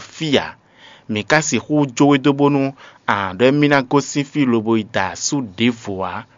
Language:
Fon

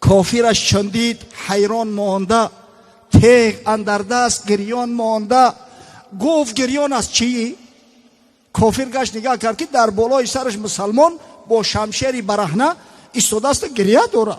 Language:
Tajik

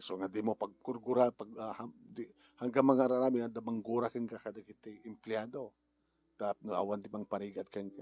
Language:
Iloko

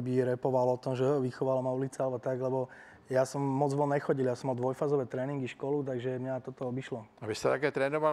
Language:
Czech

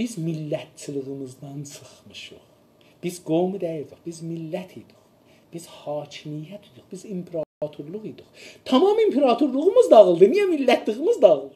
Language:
South Azerbaijani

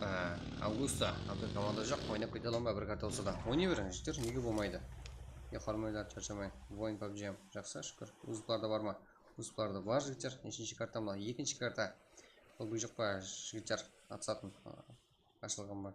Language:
Kara-Kalpak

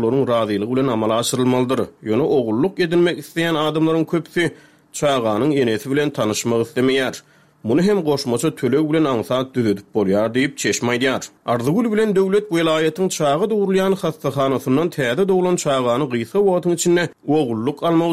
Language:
Turkmen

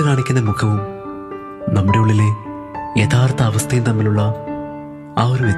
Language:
Malayalam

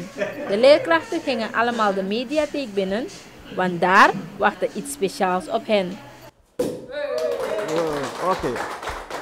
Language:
Dutch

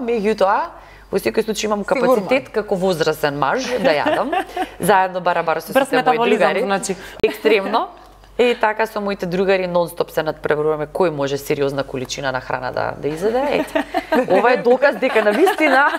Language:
Macedonian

